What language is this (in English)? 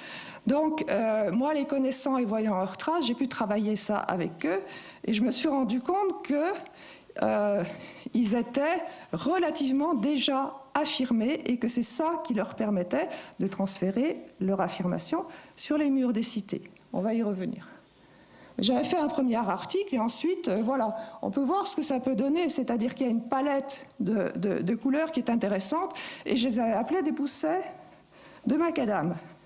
French